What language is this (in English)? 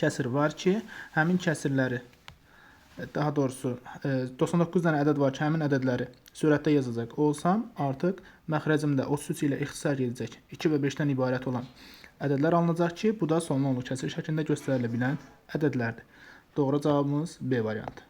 Azerbaijani